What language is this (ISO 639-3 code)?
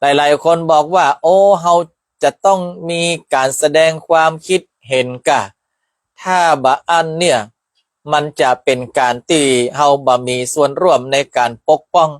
nod